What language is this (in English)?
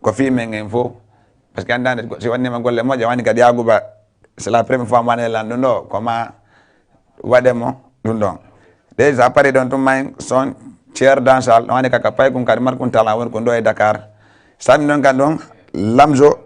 Fula